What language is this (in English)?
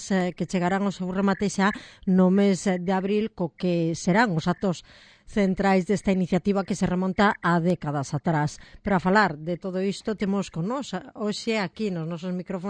Galician